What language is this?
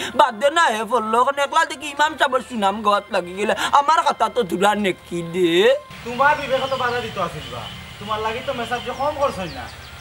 Sylheti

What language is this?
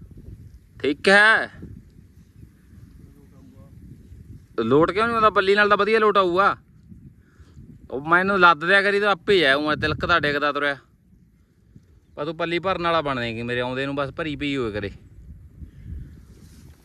Punjabi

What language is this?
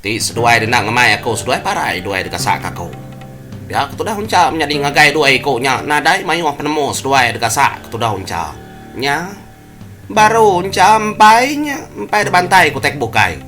Iban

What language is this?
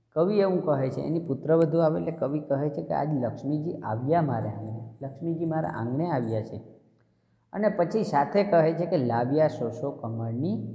Gujarati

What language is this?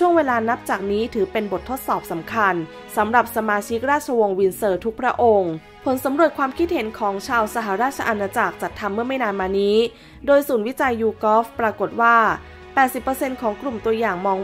Thai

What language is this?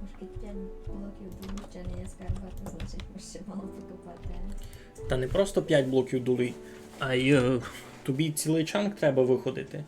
Rusyn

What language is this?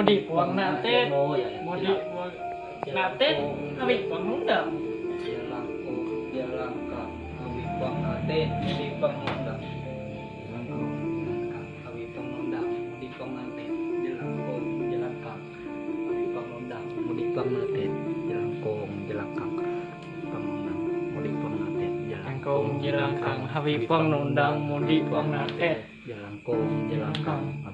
Ma'anyan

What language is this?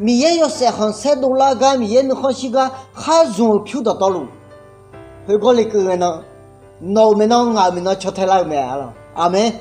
Akha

